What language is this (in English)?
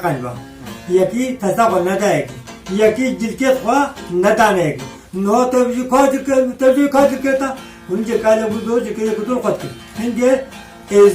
Kurdish